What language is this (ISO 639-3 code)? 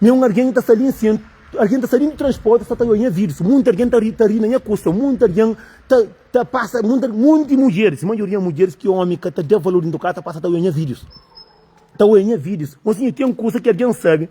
kea